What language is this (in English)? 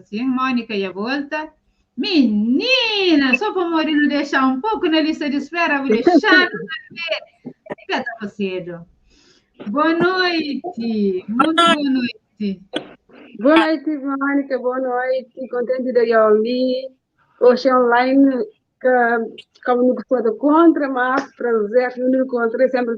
Kabuverdianu